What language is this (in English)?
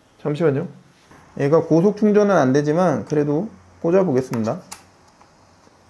Korean